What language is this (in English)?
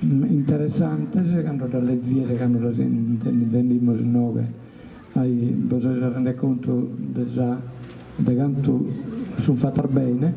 Sardinian